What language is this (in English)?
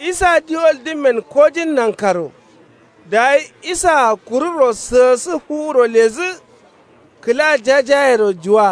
Kanuri